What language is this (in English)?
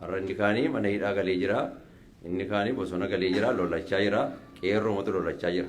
Oromo